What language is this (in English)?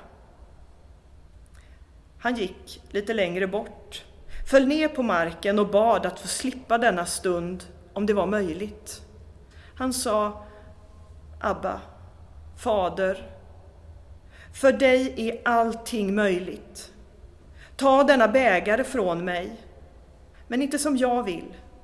Swedish